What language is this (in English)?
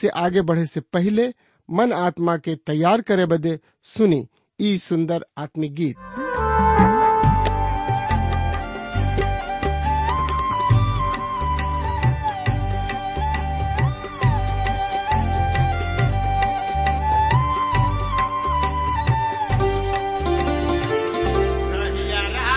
Bhojpuri